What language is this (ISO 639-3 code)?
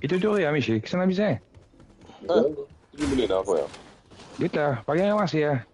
mfe